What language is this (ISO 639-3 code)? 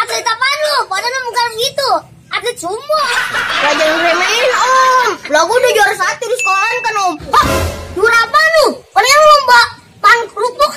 bew